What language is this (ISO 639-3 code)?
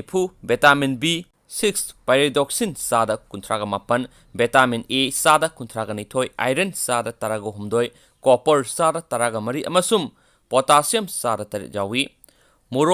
mni